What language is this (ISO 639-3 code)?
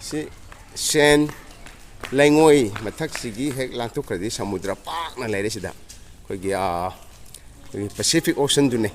mni